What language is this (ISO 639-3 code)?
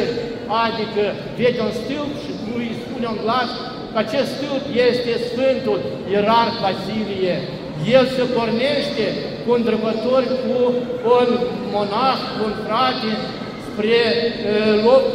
ron